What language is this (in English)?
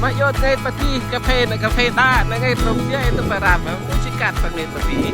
Central Mnong